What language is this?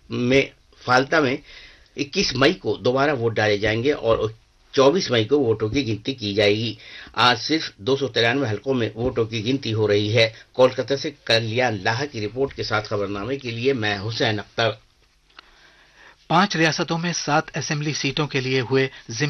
Urdu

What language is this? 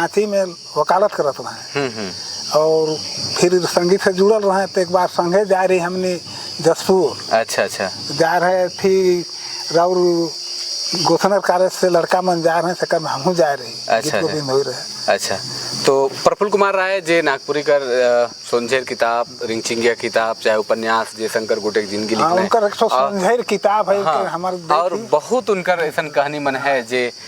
Sadri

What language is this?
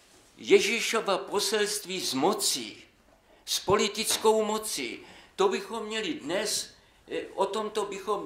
Czech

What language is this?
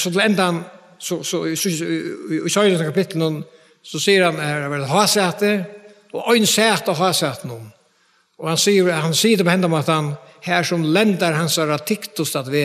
Faroese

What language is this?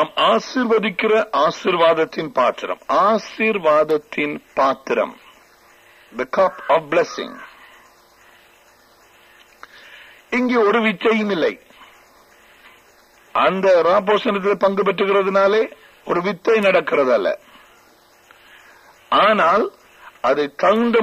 Tamil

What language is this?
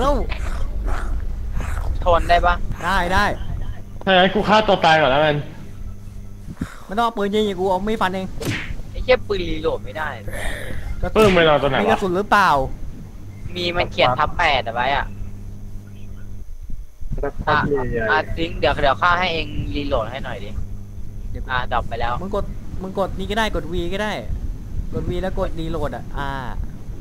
Thai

